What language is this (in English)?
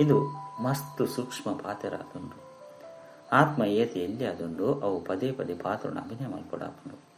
Tulu